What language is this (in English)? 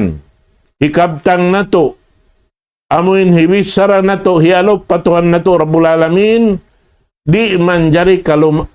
Tausug